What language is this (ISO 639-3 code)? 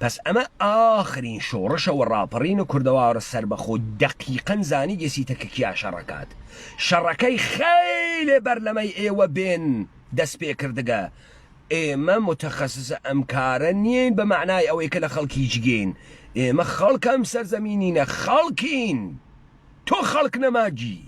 ckb